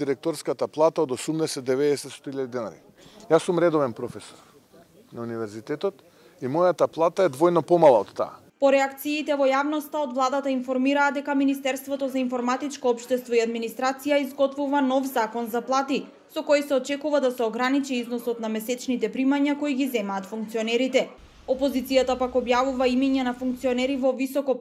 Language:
Macedonian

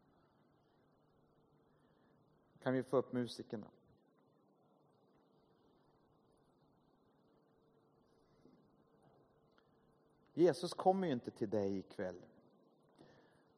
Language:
Swedish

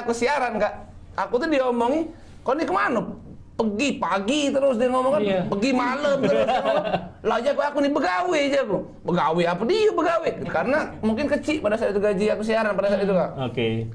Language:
Musi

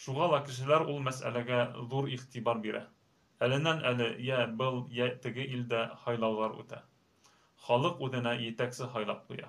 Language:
Bashkir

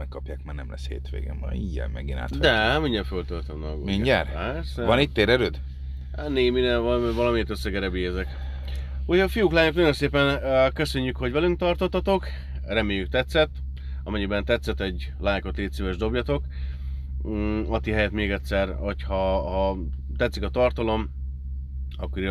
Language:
Hungarian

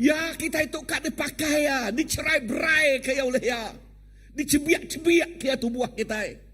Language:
Iban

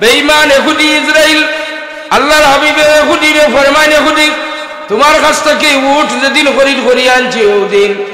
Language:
Sylheti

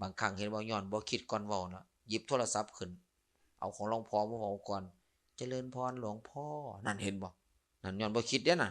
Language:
Lao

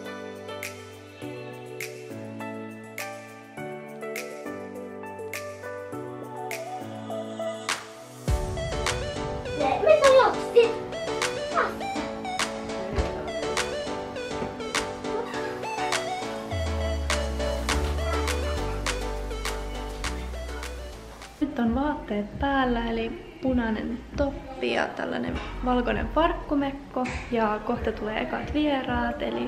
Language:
Finnish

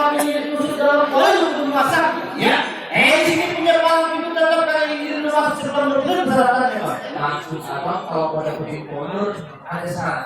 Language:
Betawi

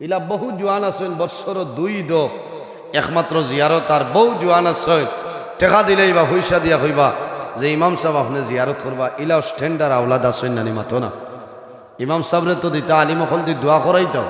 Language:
Sylheti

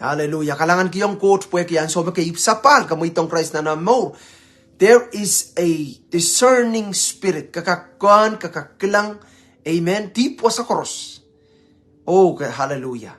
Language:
Pohnpeian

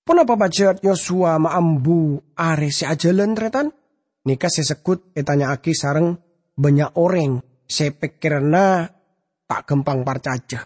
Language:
Madurese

